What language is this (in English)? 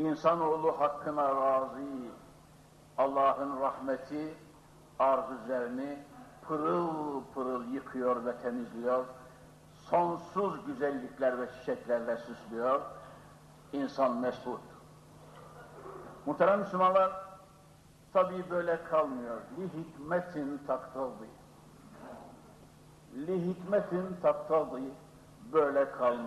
Turkish